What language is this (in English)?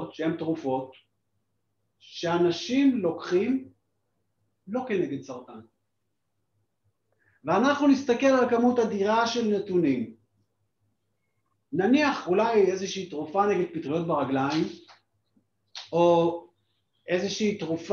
Hebrew